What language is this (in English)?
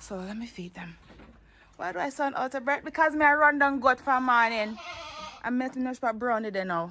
Jamaican Creole English